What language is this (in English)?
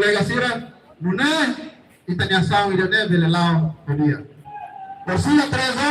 Tetum